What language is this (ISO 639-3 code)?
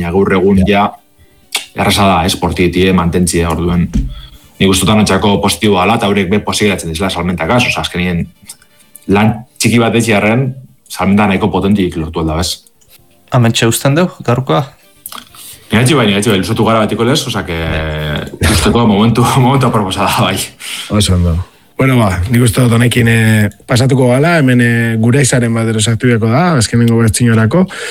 eus